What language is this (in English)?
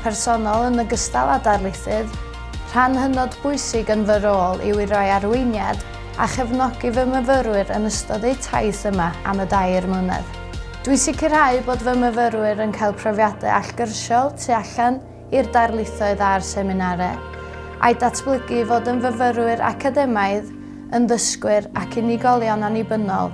Welsh